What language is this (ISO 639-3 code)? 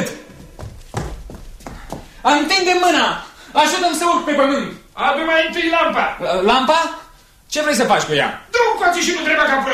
ron